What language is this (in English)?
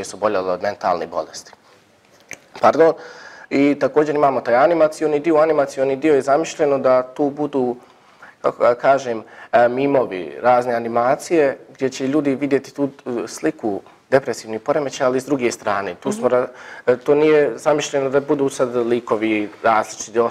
Bosnian